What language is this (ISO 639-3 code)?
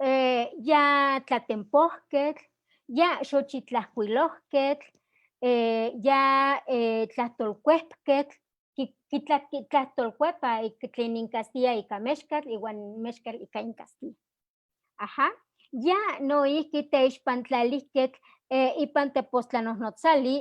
nhe